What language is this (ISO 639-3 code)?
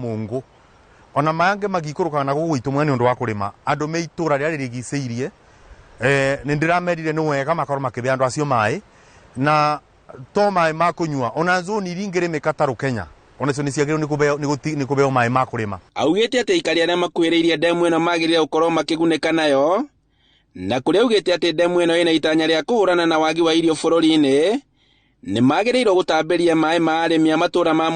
kik